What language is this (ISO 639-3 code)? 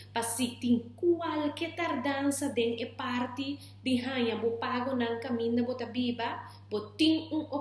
pap